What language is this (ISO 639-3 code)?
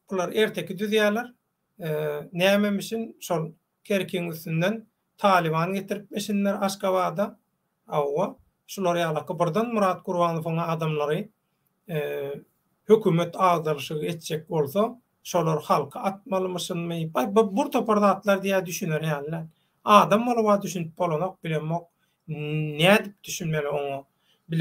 tuk